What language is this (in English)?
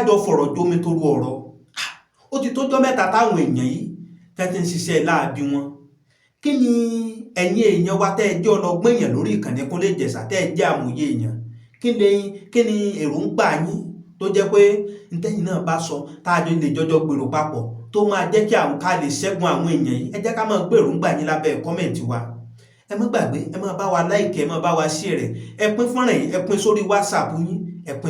Yoruba